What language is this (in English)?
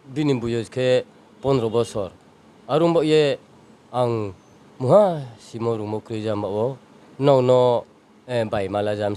Riang (India)